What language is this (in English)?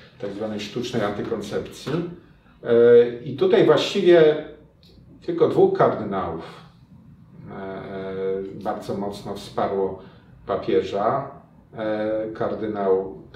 Polish